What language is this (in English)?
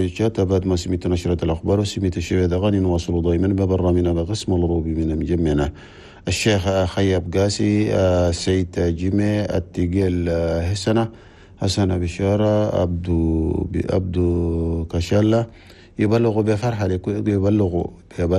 Chadian Arabic